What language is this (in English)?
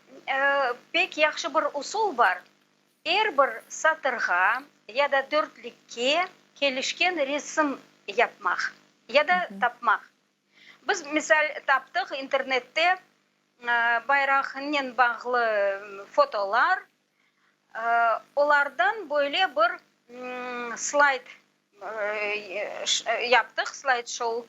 Crimean Tatar